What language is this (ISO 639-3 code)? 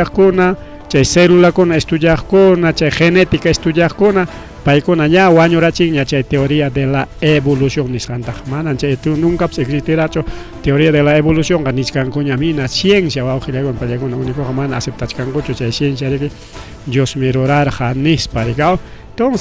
quy